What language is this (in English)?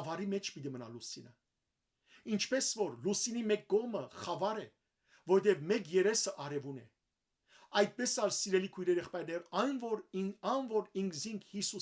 Western Armenian